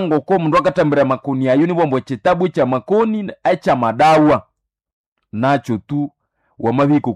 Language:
Nande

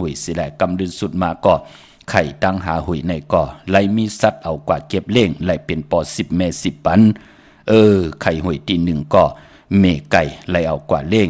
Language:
Shan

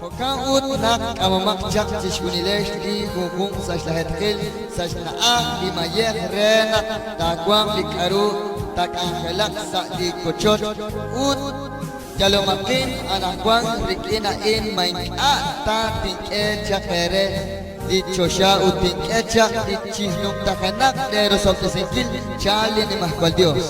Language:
Kekchí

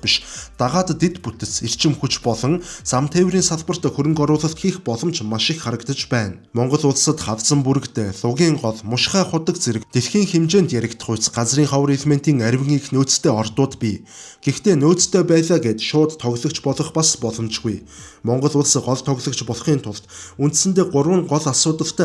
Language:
Mongolian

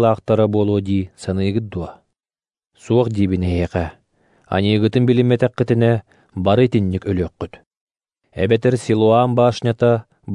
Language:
Yakut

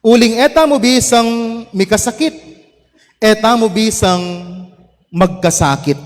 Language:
Pampanga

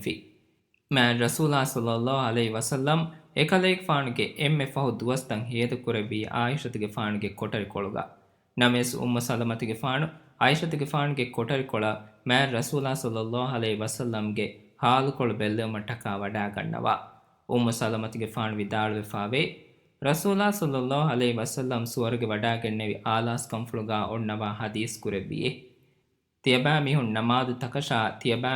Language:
Divehi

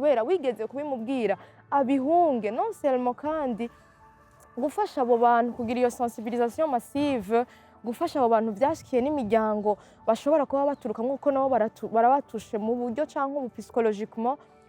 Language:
Rundi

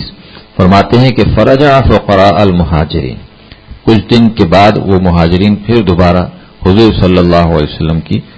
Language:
Urdu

